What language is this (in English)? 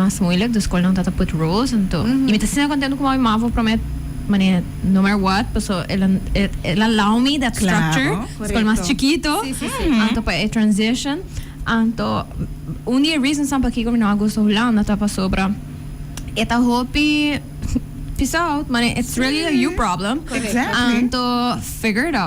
Papiamento